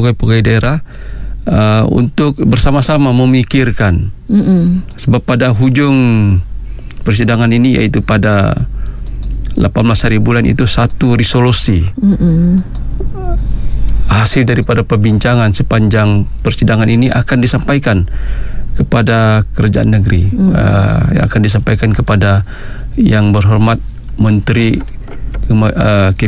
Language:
Malay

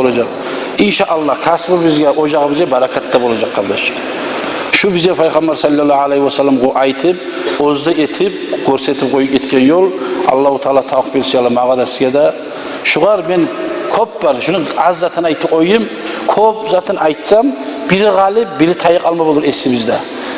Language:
Kumyk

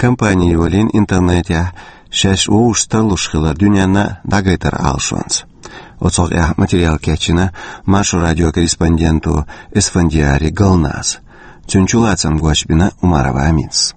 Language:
Chechen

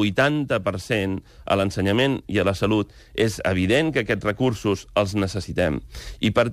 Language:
Catalan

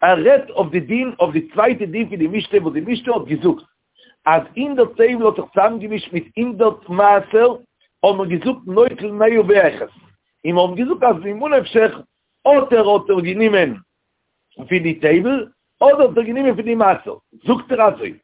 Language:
Yiddish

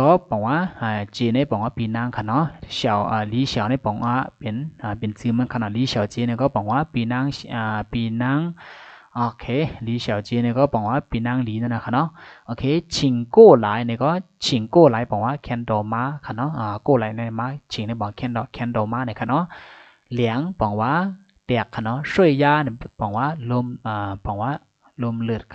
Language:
Shan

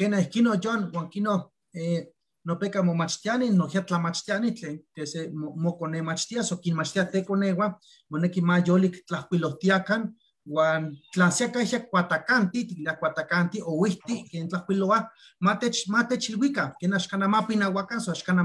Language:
Eastern Huasteca Nahuatl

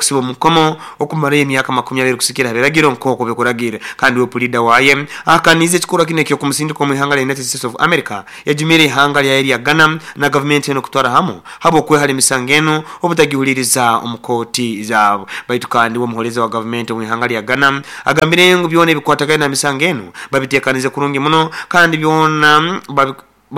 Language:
Nyoro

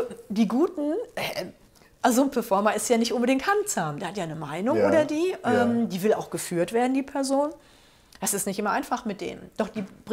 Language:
German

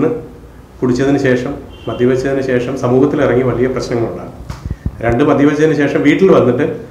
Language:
Malayalam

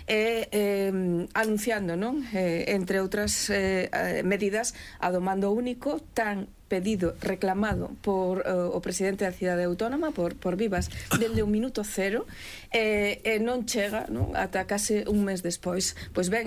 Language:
Galician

